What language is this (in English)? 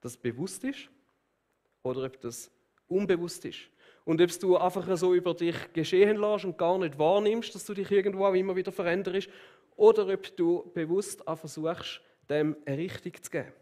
Swiss German